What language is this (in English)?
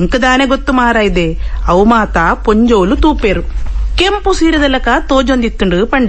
Tulu